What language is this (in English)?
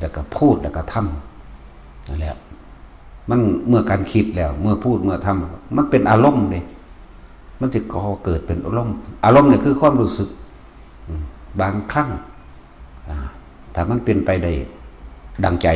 Northeastern Thai